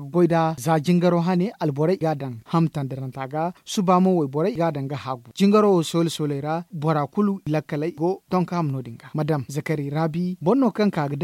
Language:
Zarma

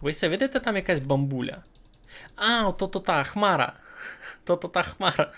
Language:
Rusyn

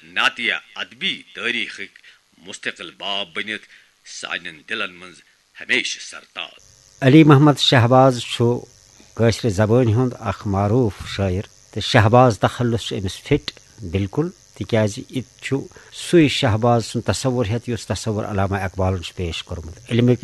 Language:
Kashmiri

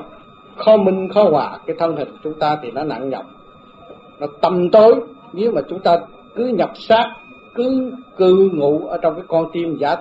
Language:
Vietnamese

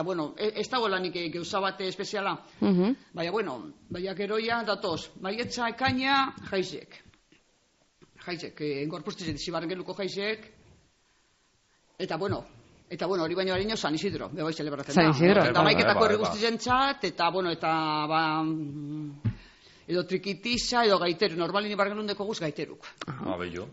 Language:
Basque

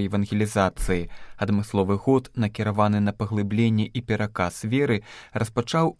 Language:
Belarusian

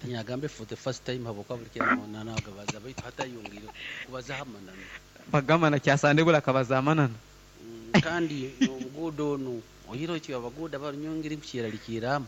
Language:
Nyoro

